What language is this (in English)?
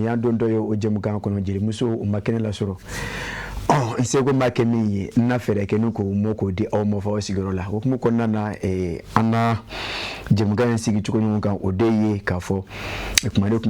Bambara